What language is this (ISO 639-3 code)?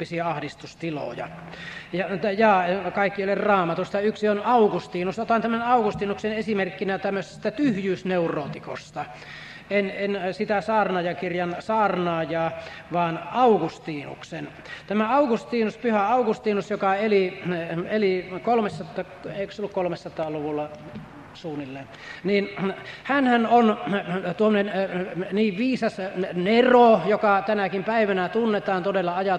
fin